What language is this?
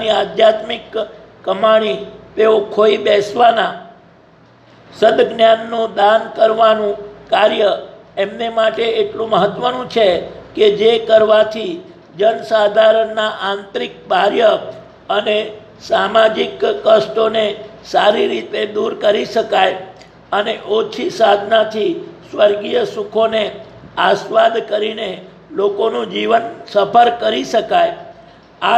Gujarati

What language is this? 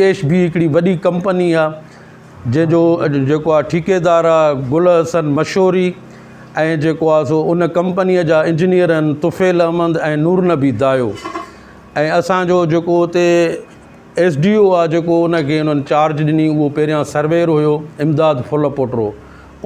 Sindhi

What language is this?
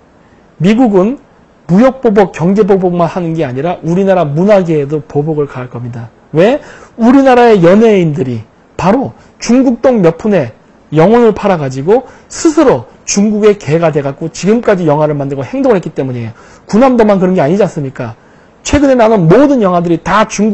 Korean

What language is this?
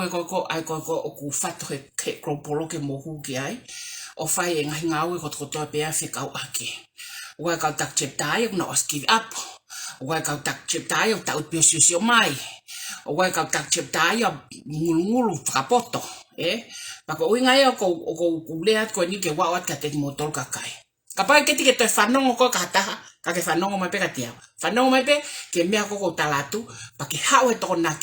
Tongan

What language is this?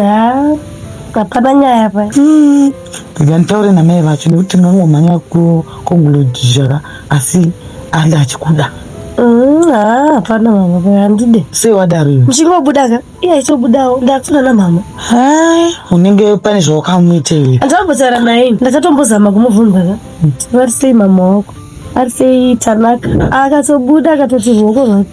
Shona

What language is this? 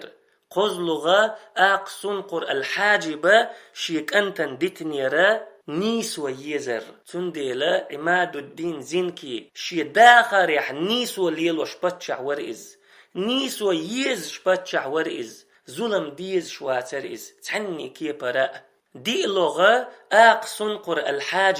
Chechen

